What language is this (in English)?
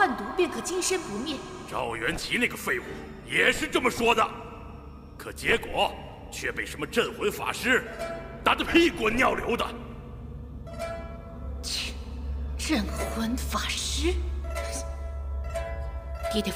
Chinese